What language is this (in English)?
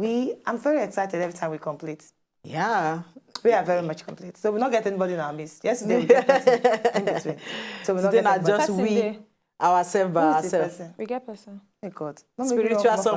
Nigerian Pidgin